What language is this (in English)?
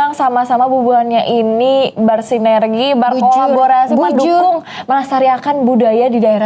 Banjar